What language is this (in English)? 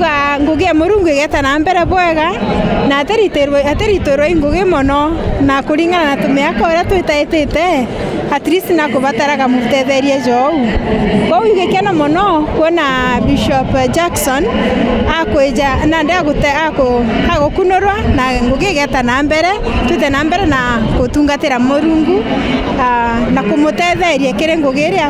Meru